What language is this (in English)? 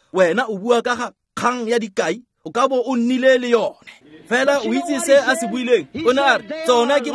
Tswana